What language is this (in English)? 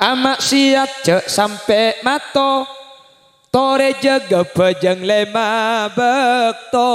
Madurese